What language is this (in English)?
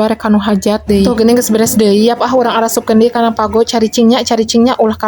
Sundanese